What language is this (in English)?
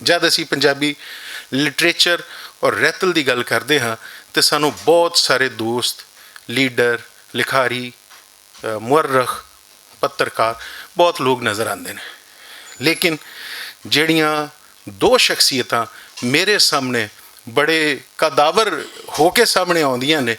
Western Panjabi